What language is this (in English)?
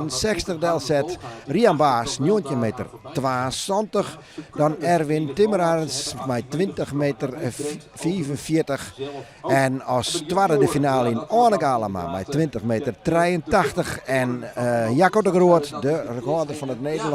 Western Frisian